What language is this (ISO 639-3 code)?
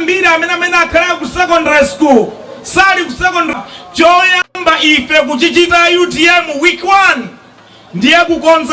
nya